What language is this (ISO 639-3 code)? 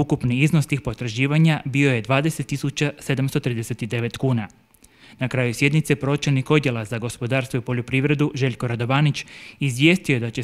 hrv